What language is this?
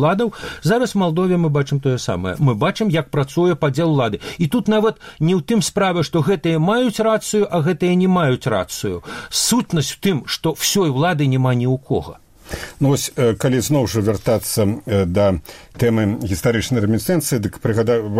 Belarusian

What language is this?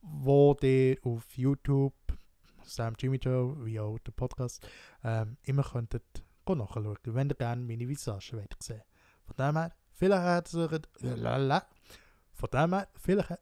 Swiss German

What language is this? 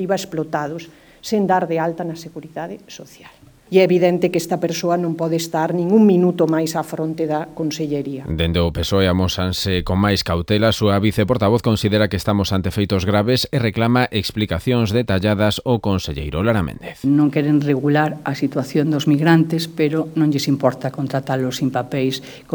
Galician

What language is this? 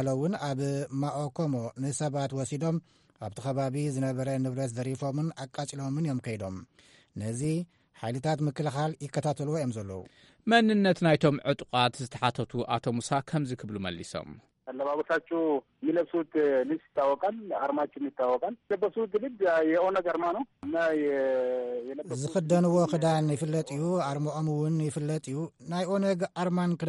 Tigrinya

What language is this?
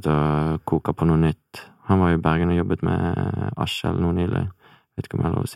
Norwegian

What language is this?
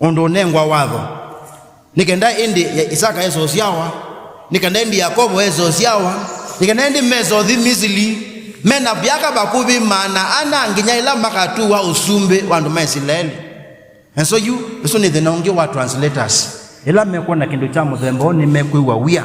Kamba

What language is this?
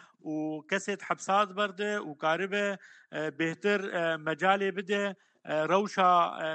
Kurdish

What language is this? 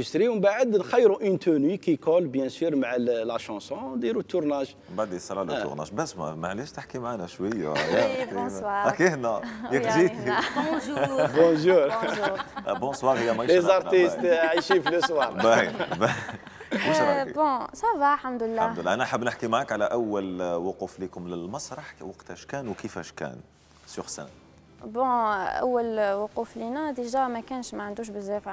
Algerian Arabic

